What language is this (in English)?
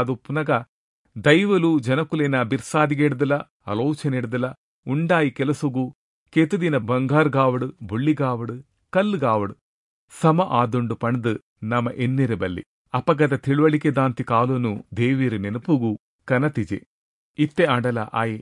Tulu